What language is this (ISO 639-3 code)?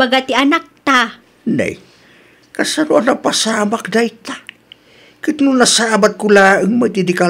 ilo